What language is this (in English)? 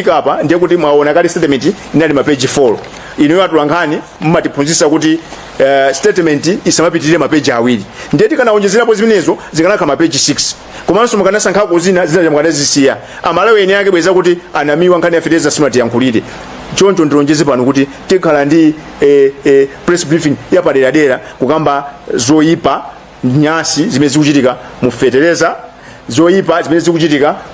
Nyanja